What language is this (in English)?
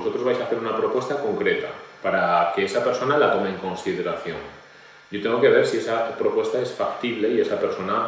Spanish